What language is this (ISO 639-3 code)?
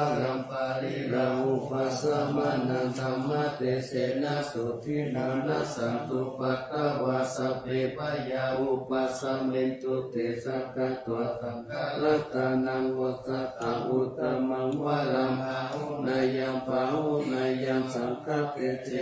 pli